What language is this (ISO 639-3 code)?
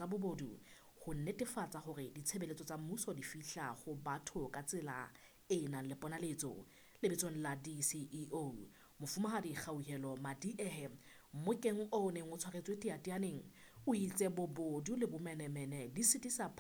sot